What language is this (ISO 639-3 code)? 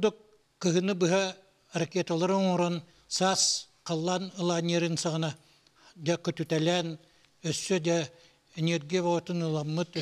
sah